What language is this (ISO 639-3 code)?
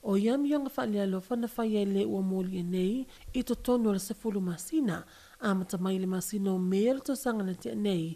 smo